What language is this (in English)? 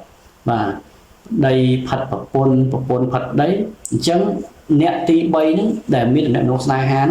Khmer